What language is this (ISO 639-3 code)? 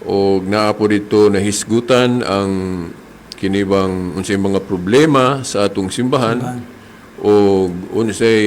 ceb